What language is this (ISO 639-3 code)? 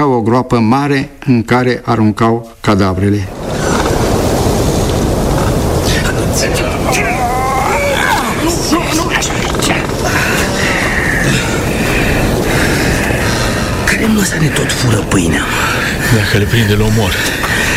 ron